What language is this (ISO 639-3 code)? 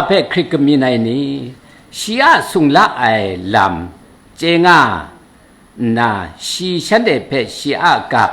kac